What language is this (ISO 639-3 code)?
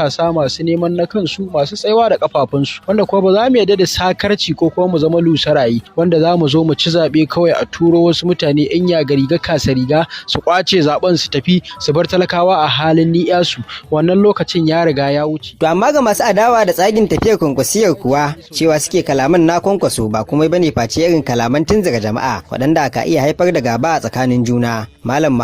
hau